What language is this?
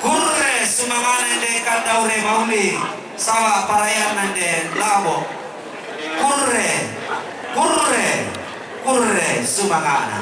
Toraja-Sa'dan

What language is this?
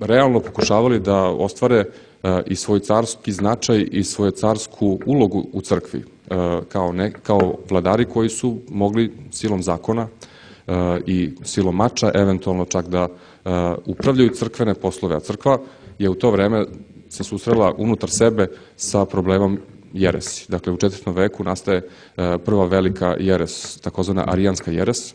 Serbian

